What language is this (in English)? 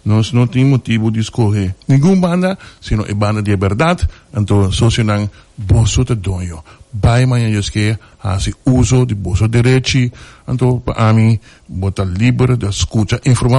Papiamento